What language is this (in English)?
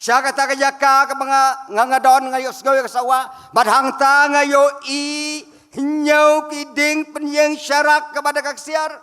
Khasi